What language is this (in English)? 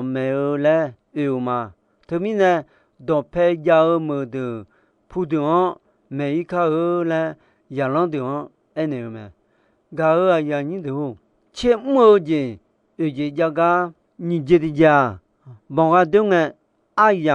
Akha